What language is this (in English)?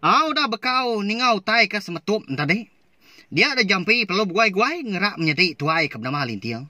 Iban